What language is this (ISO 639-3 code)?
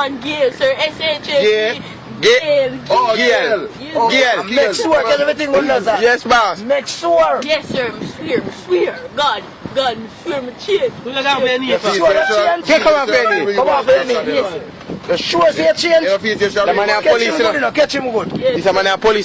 jam